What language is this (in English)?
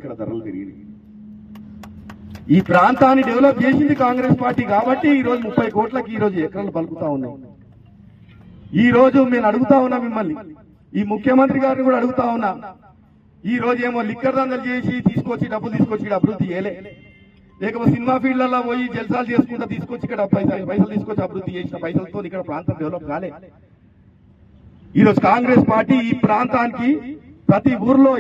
Telugu